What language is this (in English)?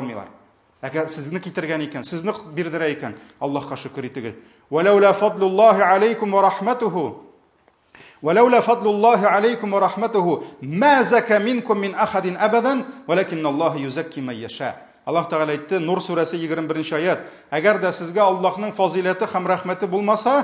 Tatar